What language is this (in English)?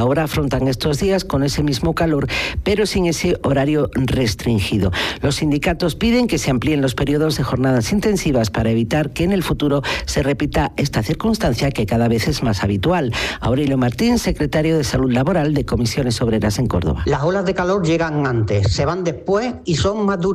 Spanish